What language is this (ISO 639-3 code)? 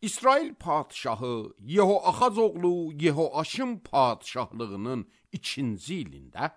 aze